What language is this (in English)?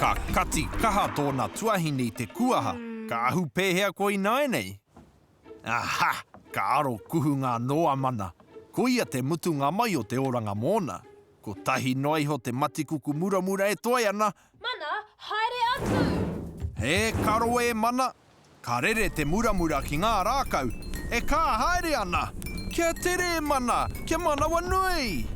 Māori